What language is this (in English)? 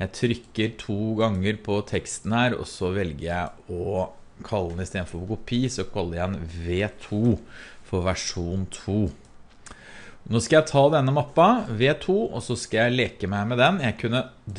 Norwegian